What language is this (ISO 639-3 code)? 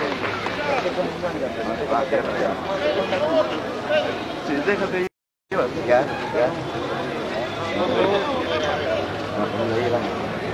spa